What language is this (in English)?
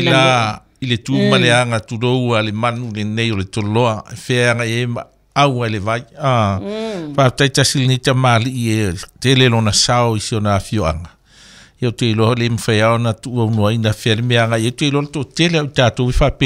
Samoan